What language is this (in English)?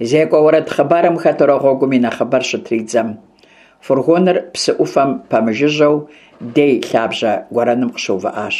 Kabardian